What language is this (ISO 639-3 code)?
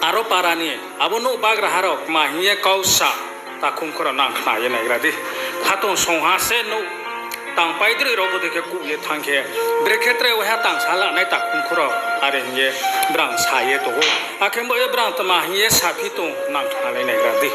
ria